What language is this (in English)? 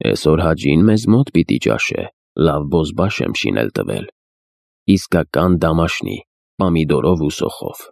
Armenian